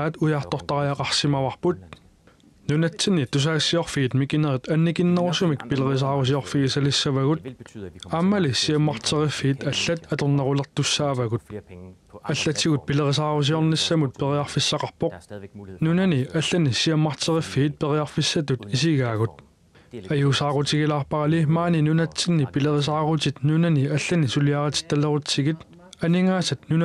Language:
Kalaallisut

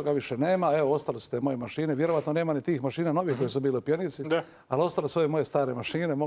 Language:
Croatian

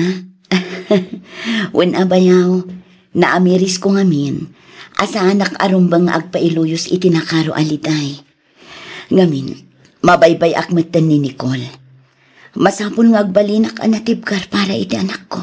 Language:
Iloko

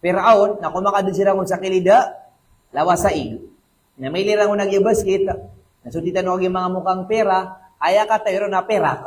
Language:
Maranao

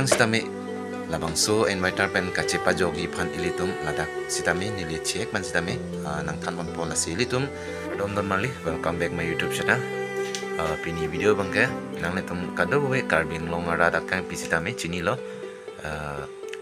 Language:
Karbi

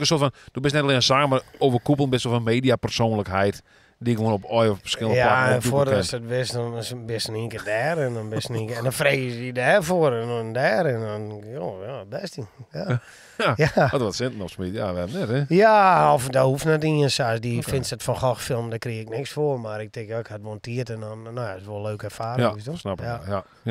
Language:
Western Frisian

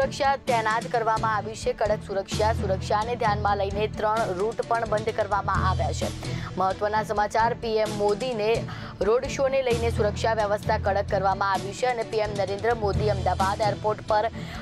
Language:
Gujarati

